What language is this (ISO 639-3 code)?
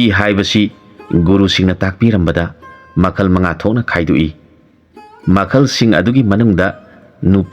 mni